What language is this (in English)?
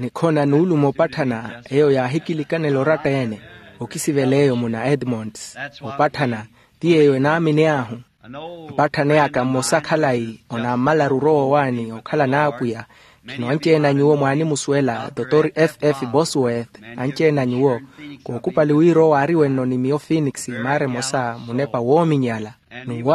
Makhuwa